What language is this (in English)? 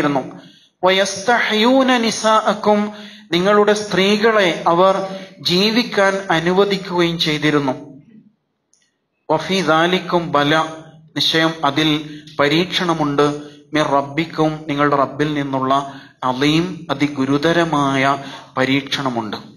Malayalam